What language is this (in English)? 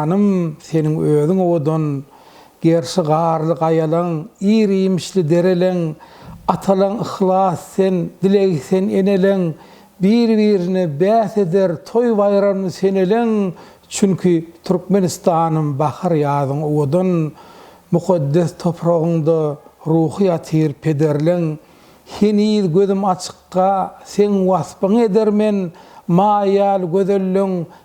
Turkmen